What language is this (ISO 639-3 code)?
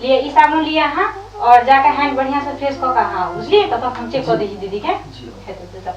mai